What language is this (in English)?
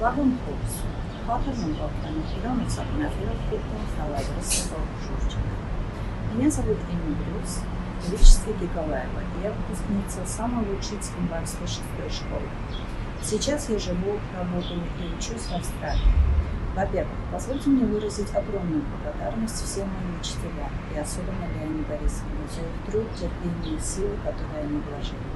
Ossetic